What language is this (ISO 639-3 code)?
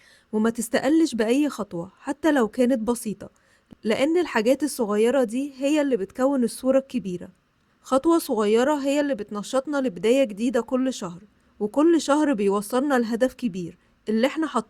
arz